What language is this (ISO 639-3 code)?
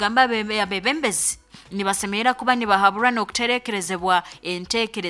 nyo